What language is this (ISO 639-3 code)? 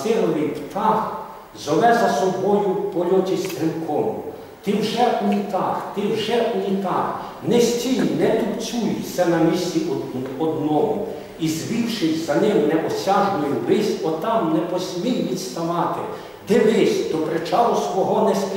ukr